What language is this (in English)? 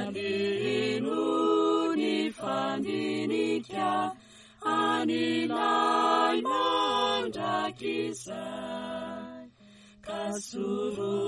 Malagasy